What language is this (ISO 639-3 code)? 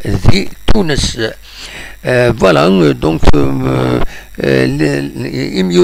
kab